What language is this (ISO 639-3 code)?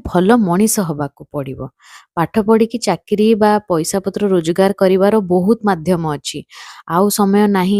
ori